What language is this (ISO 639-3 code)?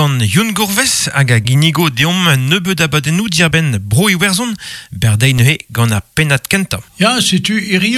bre